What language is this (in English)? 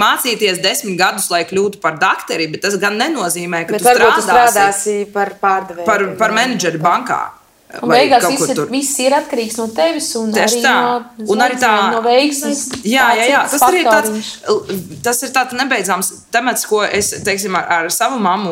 Latvian